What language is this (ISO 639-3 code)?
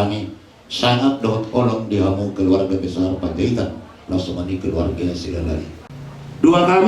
bbc